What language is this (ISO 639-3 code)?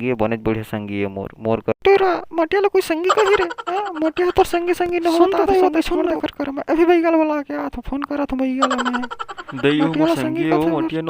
hne